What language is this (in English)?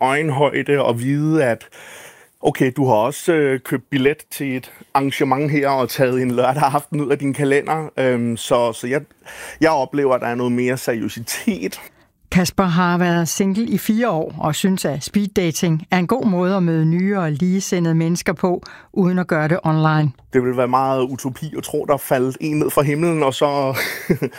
Danish